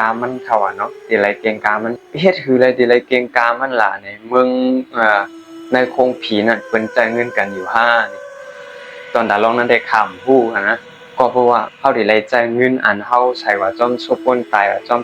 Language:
Shan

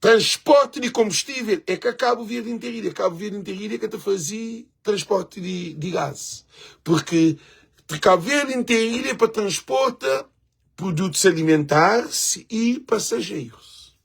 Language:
Kabuverdianu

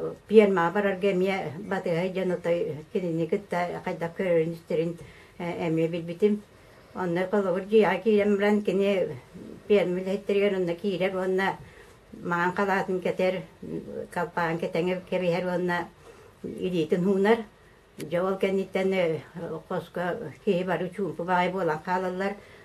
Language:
Yakut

